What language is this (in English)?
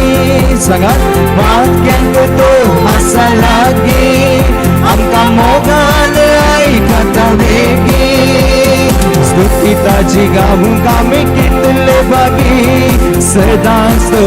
Konkani